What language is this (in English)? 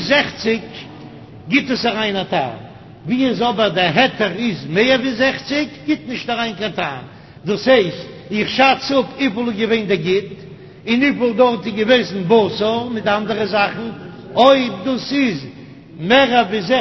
Yiddish